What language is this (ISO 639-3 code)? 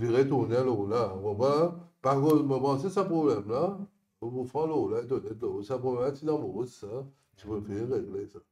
mfe